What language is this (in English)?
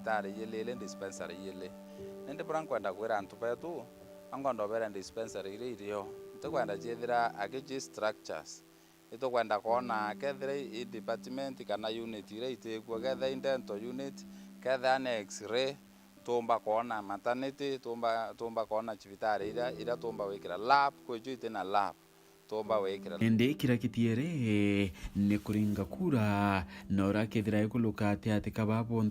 Meru